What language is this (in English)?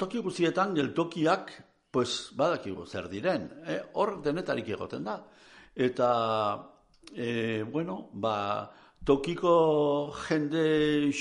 Basque